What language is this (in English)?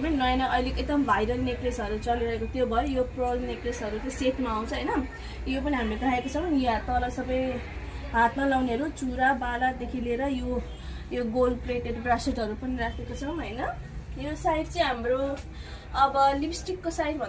Nepali